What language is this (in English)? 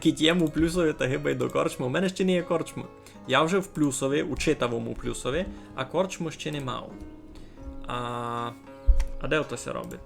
Rusyn